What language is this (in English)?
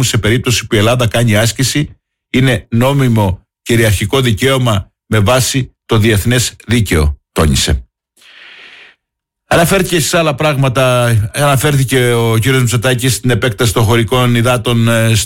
Greek